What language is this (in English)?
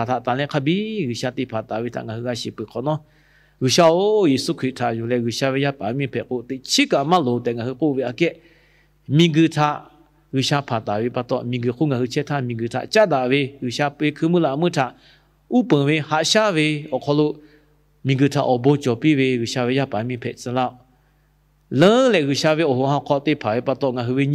Lahu